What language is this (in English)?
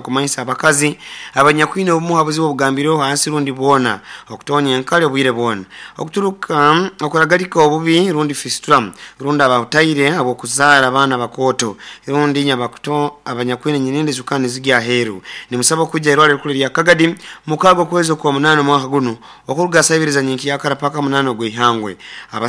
Nyoro